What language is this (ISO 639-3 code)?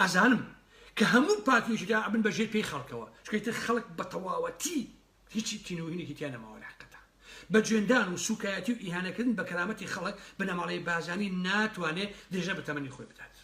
ckb